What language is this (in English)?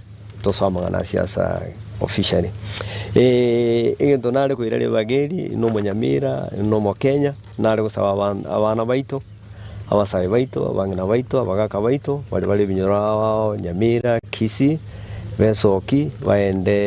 Gusii